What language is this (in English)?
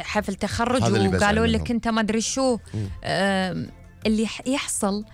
Gulf Arabic